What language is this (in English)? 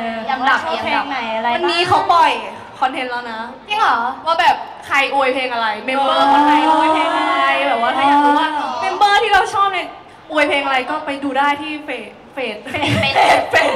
Thai